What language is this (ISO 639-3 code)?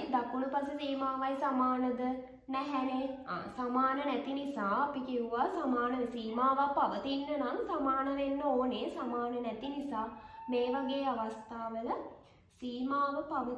sin